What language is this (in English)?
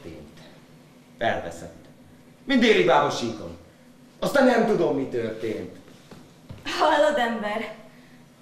Hungarian